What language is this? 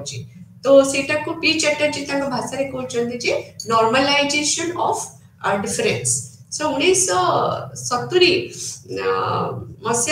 Odia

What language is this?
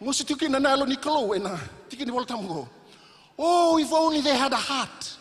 Fijian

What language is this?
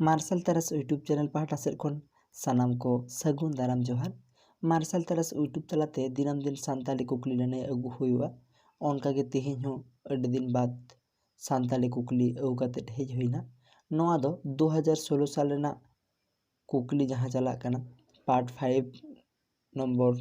Santali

